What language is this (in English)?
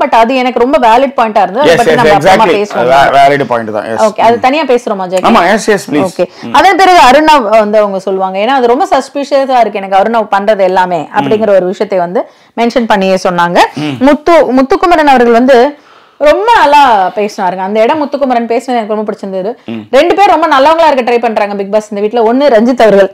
Tamil